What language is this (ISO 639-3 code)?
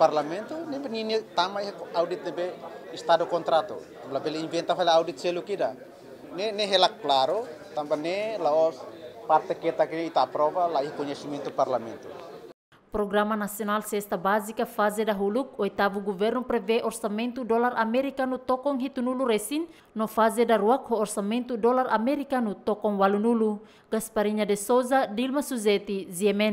tet